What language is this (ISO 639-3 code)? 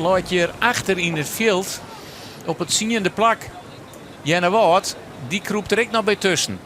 fry